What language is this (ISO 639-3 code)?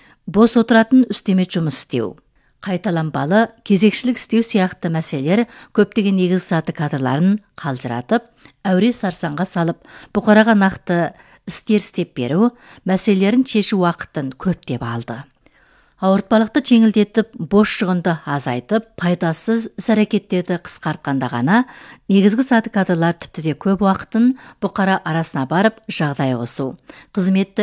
kaz